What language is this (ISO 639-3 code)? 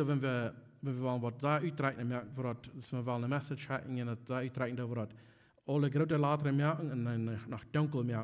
pdt